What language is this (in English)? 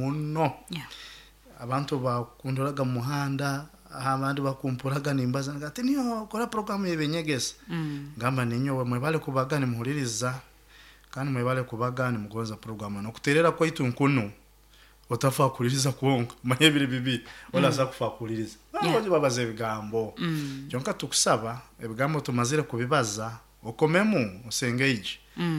Nyoro